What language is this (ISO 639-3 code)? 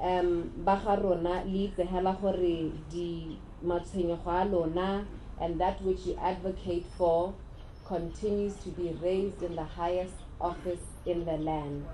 tsn